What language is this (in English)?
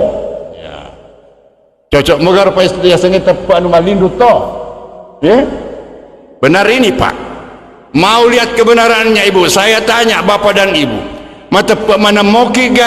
Buginese